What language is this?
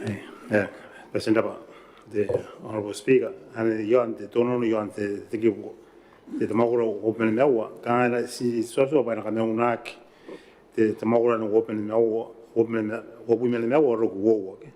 Gilbertese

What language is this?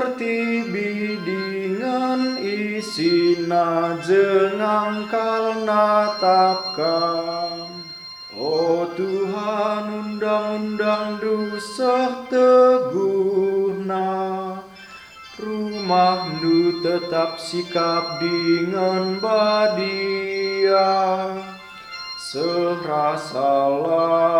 Batak Karo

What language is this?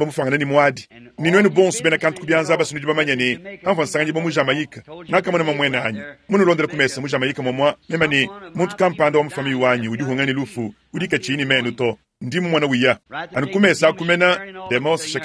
Luba-Lulua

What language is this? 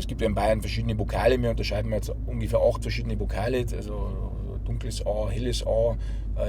Bavarian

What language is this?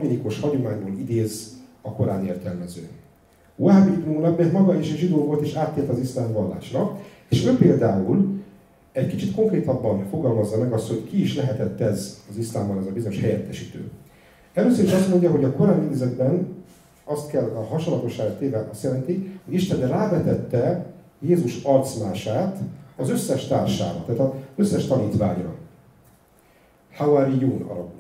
Hungarian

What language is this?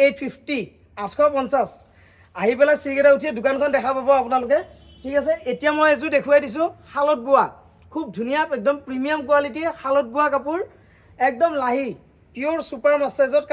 Assamese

